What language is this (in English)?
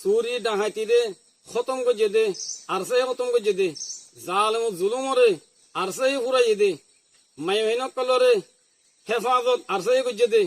Rohingya